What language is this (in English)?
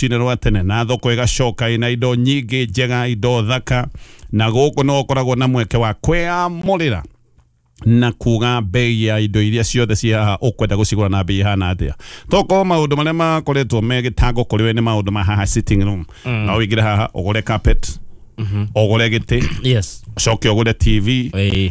Kikuyu